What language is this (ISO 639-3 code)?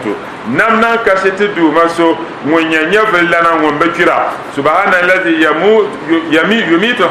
dag